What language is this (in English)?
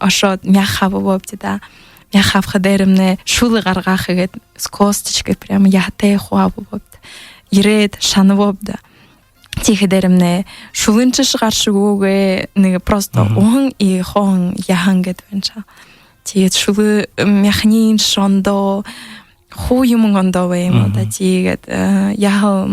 Buriat